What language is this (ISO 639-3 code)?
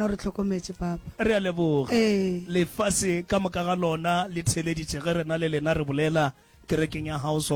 nso